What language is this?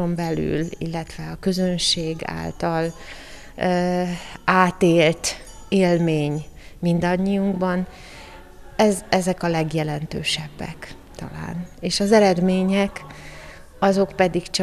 Hungarian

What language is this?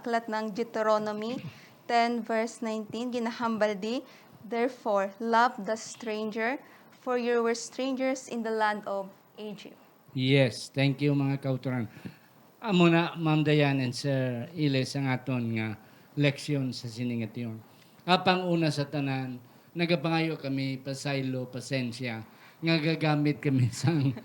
Hiligaynon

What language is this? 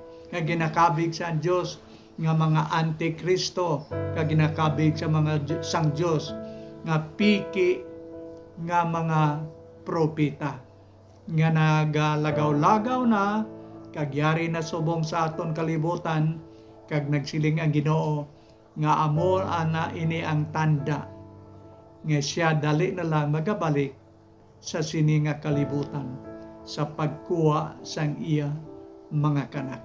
Hiligaynon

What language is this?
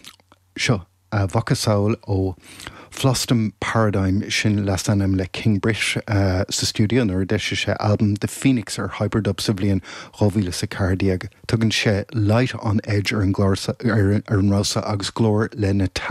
Irish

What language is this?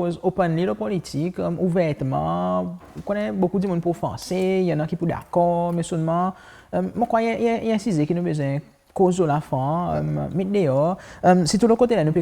Seselwa Creole French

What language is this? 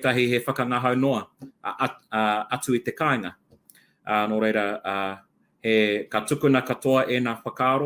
Māori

